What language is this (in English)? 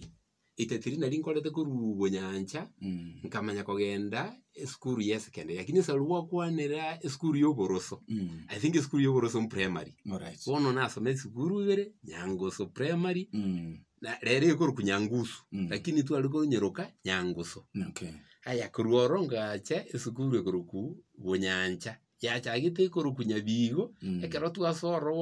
Gusii